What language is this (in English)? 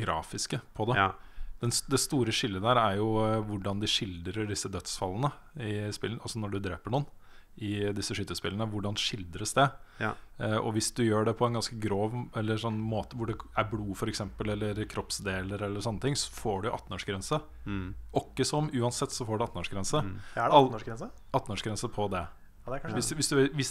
Norwegian